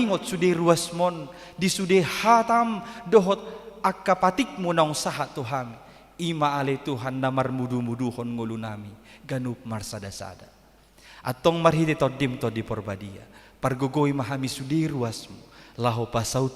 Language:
Batak Toba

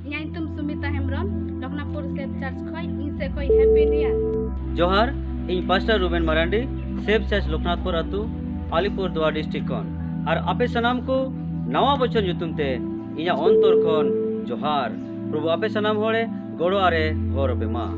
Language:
Santali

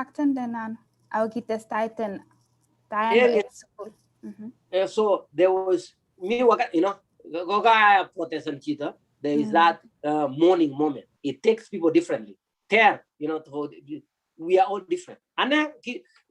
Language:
Kalenjin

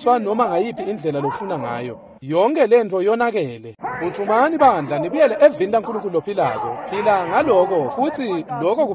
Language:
Swati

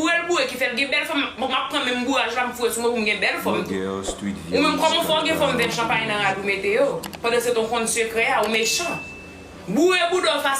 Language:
Haitian Creole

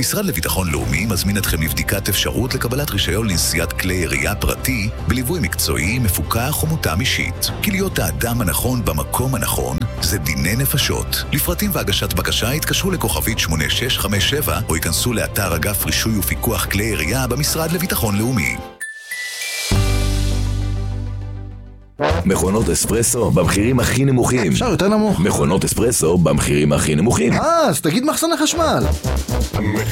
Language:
Hebrew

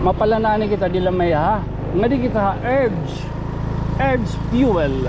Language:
Waray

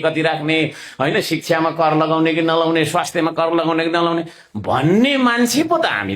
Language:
Nepali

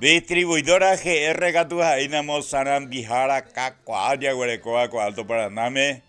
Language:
Guarani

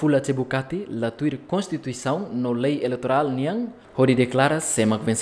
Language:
Tetum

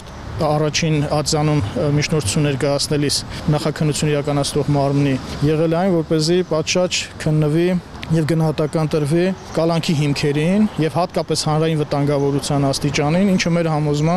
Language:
Armenian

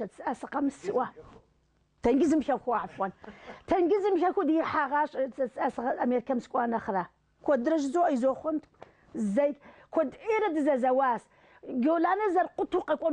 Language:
Kabardian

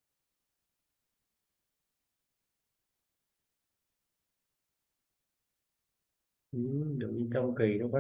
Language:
Vietnamese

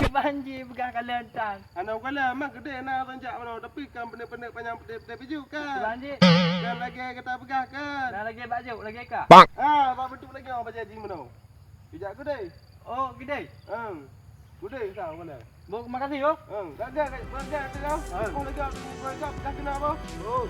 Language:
Achinese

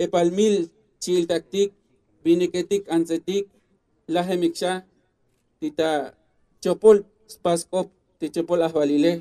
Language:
Tzotzil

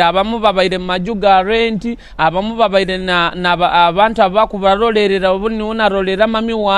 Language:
Nyoro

